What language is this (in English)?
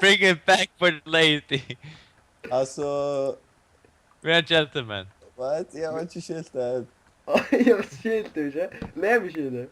Faroese